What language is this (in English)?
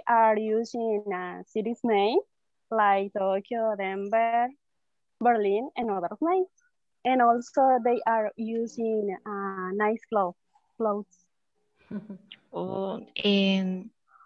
English